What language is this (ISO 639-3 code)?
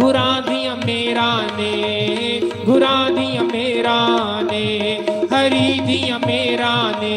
doi